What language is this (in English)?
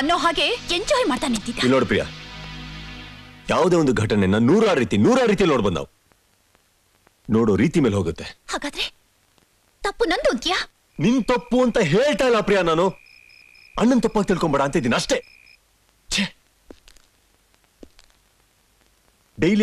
Kannada